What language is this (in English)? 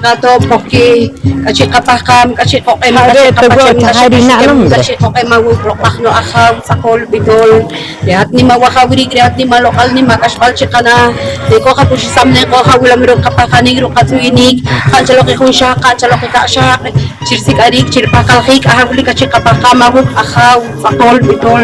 Poqomchi'